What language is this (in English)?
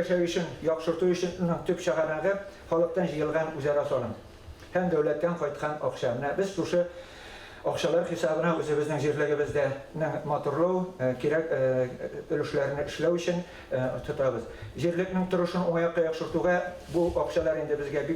Tatar